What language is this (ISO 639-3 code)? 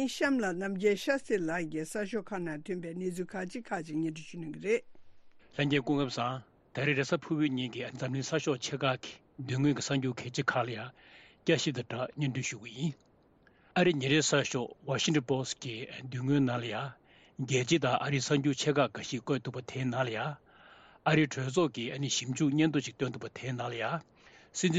bod